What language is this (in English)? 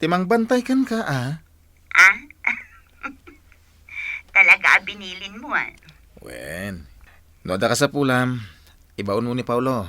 Iloko